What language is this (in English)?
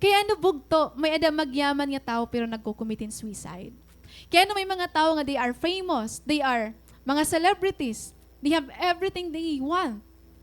Waray